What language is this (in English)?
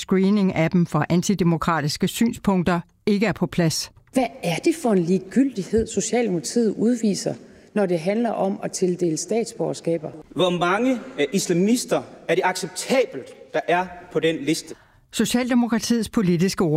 Danish